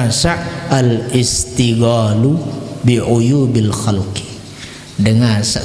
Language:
Sasak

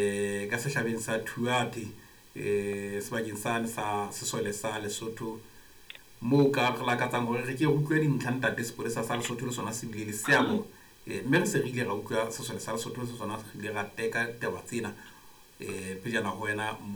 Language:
Southern Sotho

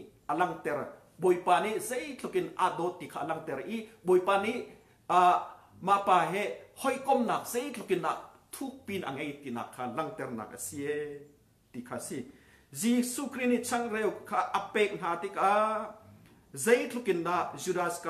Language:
Hakha Chin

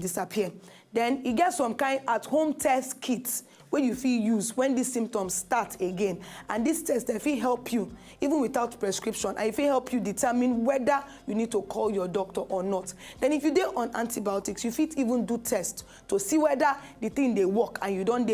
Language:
Nigerian Pidgin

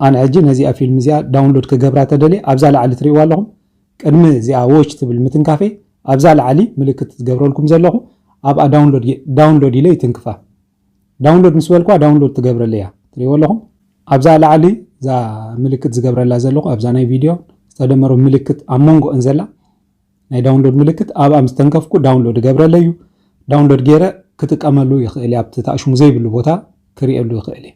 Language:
Tigrinya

